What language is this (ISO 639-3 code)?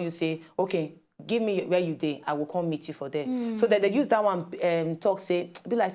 pcm